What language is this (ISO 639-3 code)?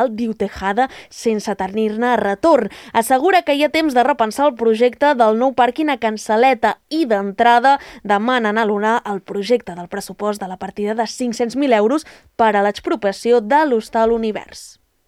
cat